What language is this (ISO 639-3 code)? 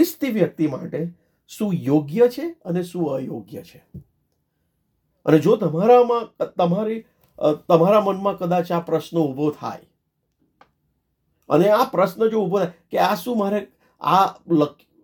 guj